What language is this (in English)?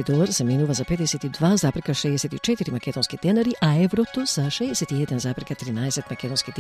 Macedonian